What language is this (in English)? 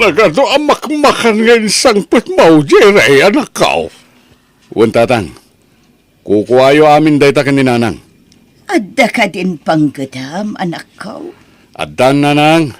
Iloko